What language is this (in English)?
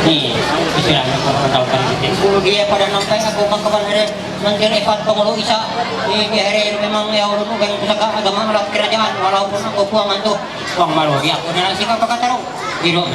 Ma'anyan